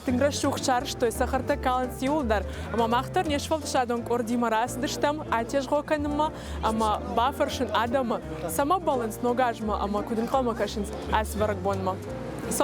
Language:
Ossetic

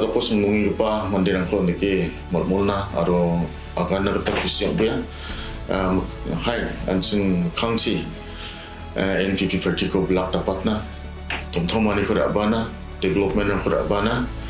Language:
Garo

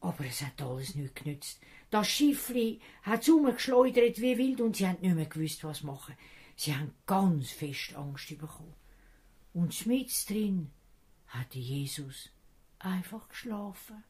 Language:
Swiss German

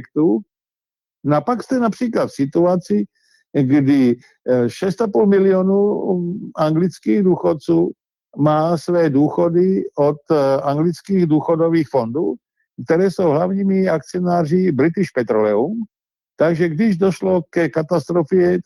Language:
Czech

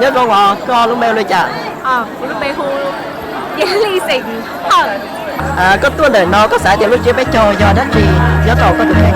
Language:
Hmong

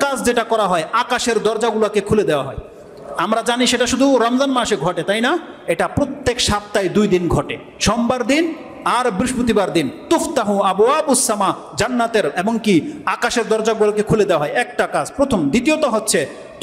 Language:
Bangla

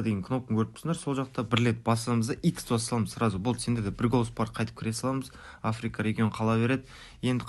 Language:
Kara-Kalpak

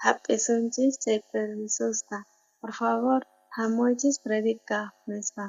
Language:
South Bolivian Quechua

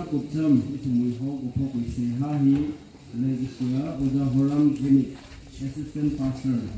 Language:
Tangkhul Naga (India)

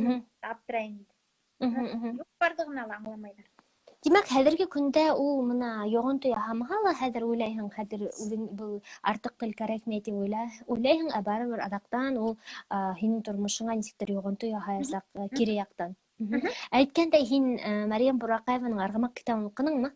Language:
Bashkir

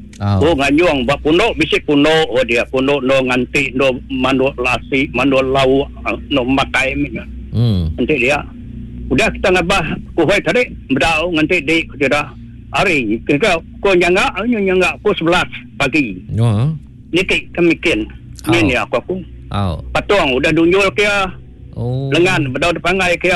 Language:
Iban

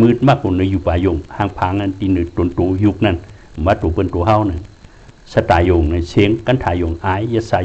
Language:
Shan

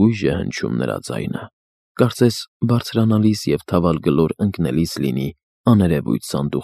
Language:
Armenian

